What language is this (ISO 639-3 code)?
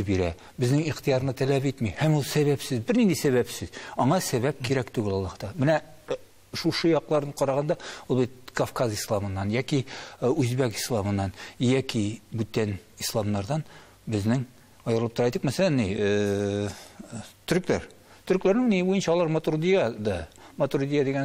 tat